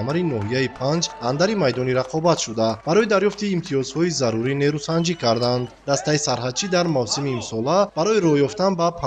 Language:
Tajik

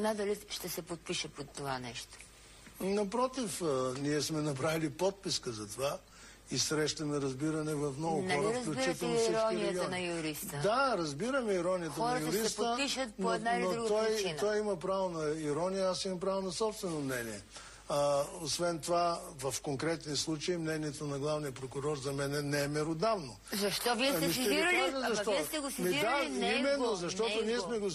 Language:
Bulgarian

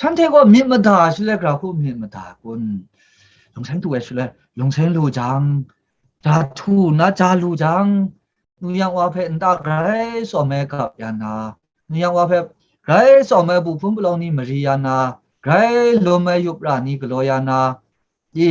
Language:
Kachin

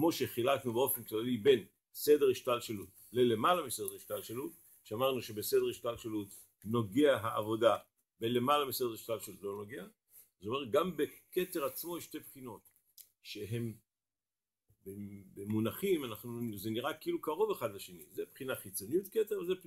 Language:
Hebrew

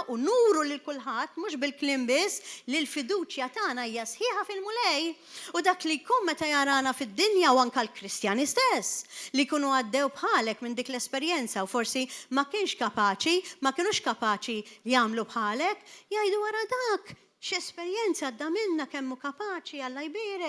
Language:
Maltese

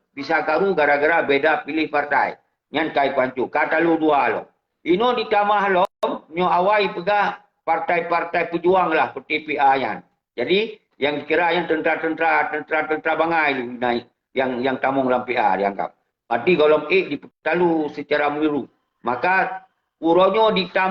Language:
Achinese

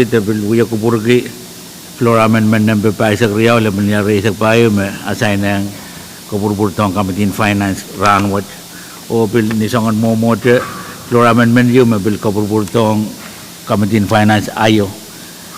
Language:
Pohnpeian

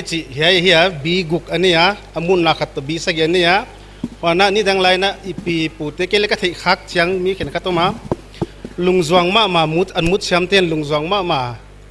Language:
Paite Chin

